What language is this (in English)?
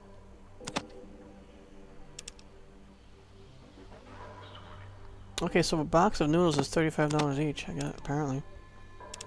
English